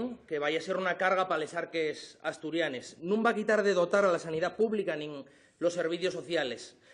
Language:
Asturian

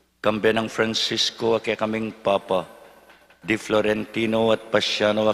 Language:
Pampanga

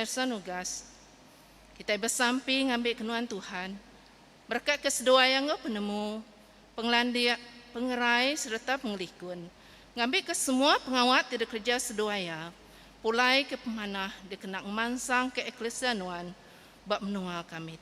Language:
Iban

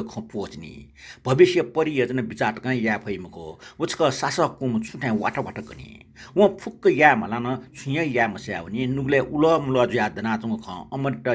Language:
Newari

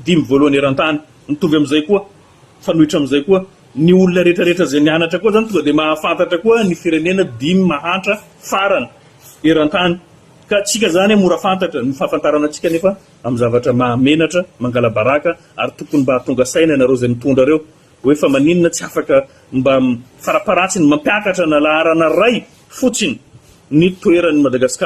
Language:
Malagasy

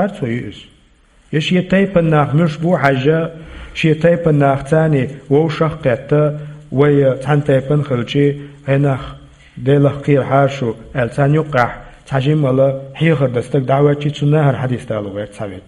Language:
Chechen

